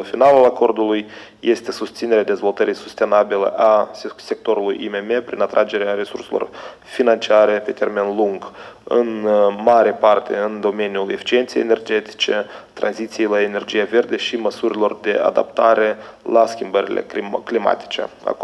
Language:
Romanian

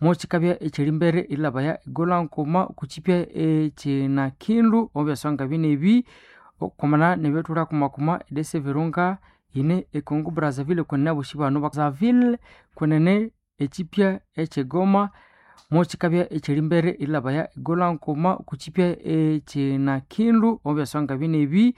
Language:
Nande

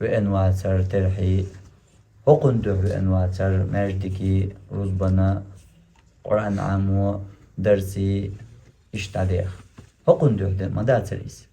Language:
Chechen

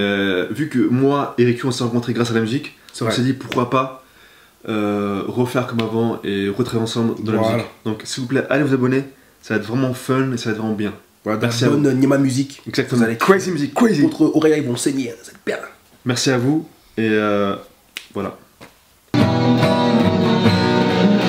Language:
French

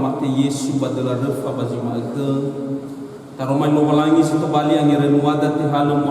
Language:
Nias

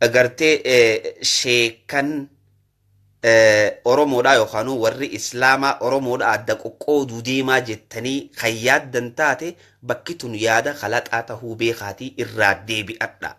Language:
Oromo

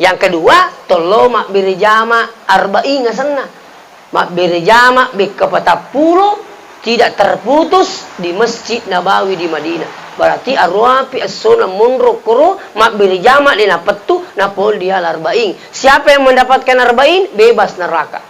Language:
Buginese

